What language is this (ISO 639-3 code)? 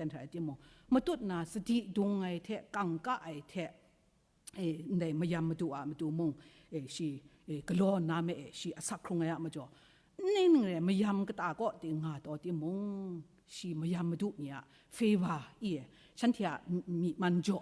kac